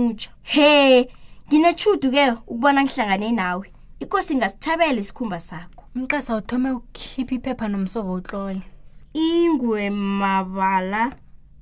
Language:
South Ndebele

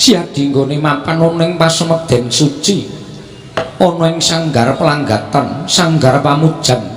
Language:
Javanese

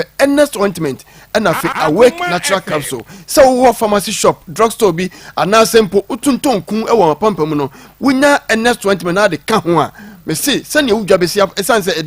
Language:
Akan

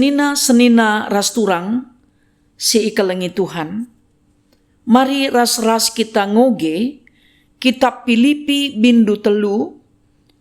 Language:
Batak Karo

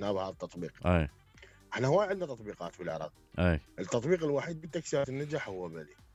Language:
Mesopotamian Arabic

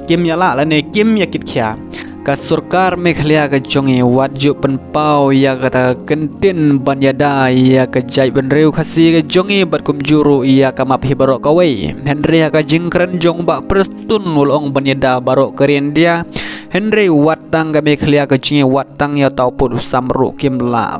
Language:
Khasi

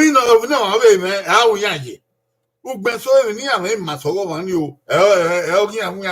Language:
Bini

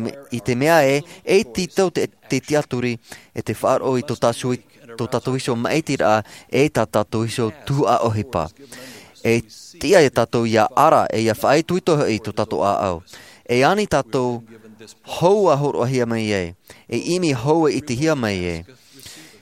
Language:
Tahitian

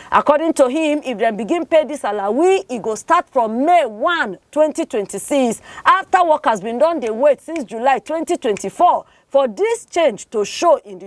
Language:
Nigerian Pidgin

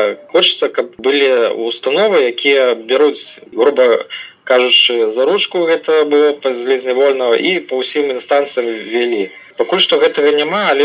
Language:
Belarusian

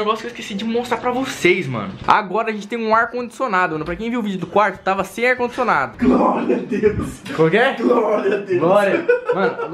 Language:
Portuguese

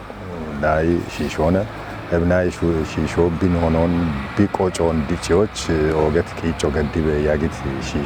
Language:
Kafa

